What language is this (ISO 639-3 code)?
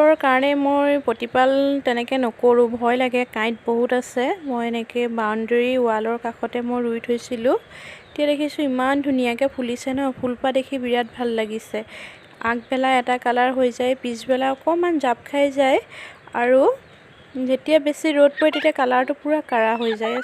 asm